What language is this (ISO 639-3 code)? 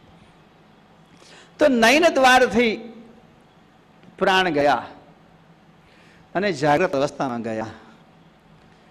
guj